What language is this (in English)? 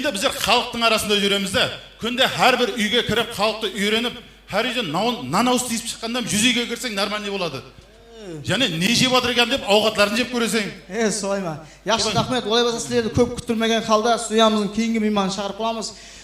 Kara-Kalpak